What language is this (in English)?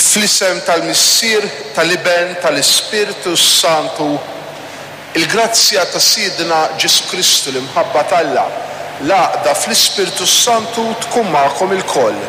Maltese